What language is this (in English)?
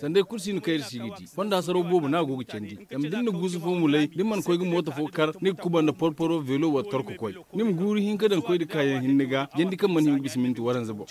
Zarma